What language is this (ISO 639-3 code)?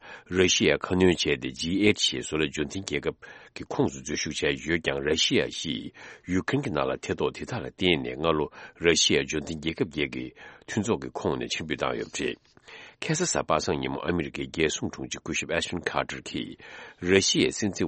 bod